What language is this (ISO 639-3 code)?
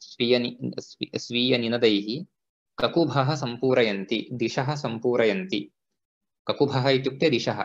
san